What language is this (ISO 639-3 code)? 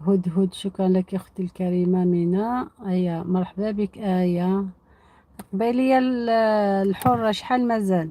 arq